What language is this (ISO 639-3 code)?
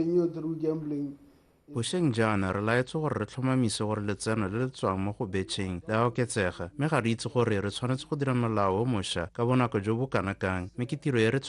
tsn